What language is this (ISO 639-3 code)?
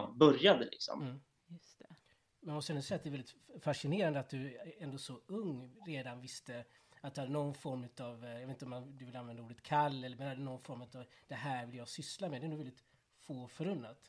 swe